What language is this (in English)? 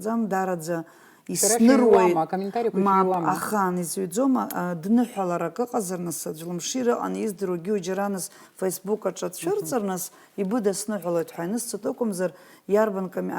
Abkhazian